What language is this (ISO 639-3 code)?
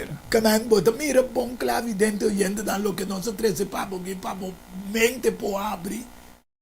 pap